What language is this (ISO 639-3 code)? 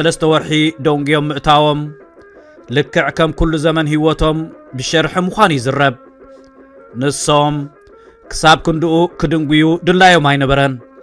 tir